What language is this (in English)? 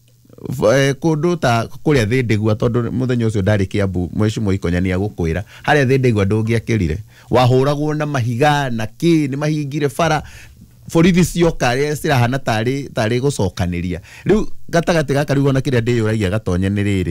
Kikuyu